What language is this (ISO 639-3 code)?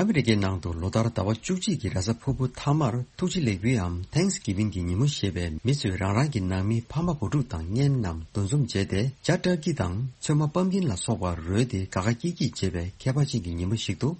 bod